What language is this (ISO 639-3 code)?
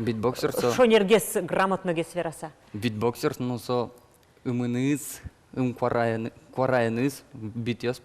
udm